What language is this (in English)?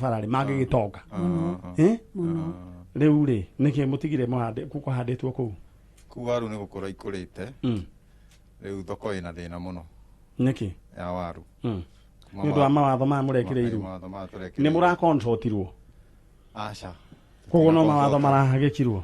Kikuyu